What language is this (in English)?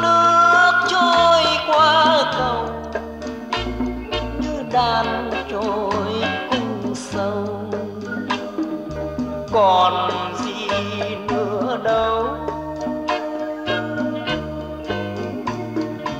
Vietnamese